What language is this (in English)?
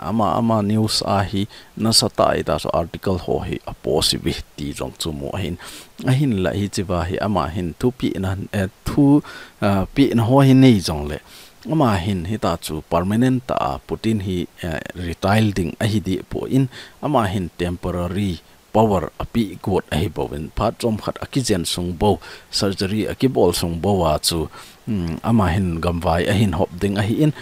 Thado Chin